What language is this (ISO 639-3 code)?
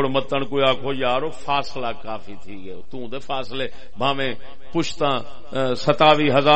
skr